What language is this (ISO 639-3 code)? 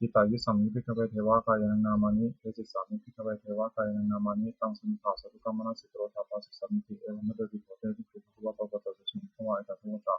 pli